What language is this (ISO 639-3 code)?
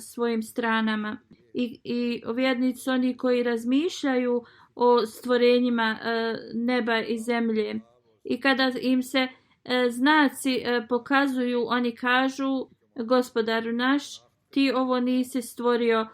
bos